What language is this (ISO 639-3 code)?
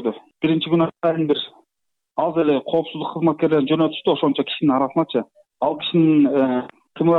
kir